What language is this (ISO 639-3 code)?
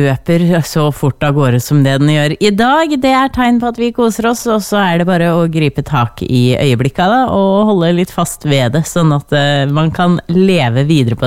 nor